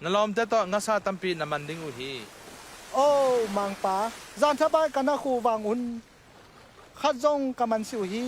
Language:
Tedim Chin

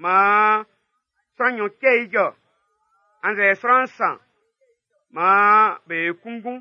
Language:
Baoulé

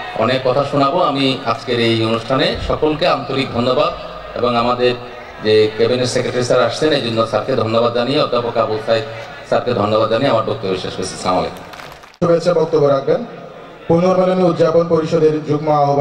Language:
Bangla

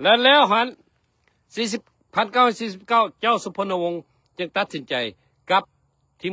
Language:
Lao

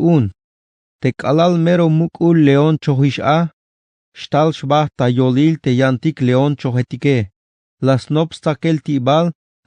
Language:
Tzeltal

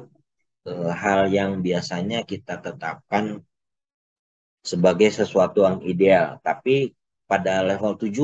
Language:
Indonesian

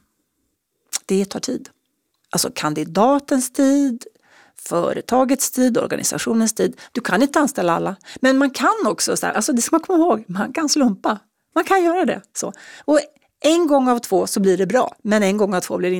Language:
Swedish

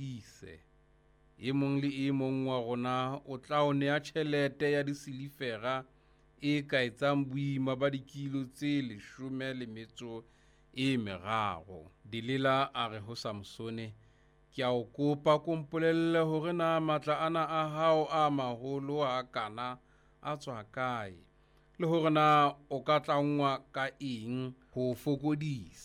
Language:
Southern Sotho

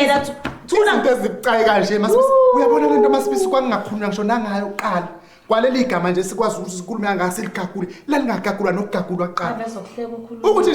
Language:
Zulu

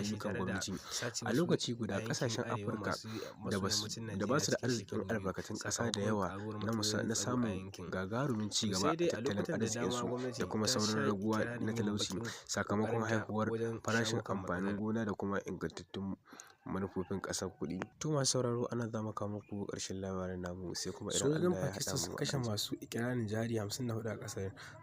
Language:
Hausa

